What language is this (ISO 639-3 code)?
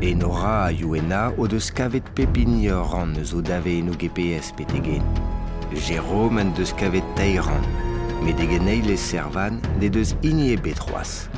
bre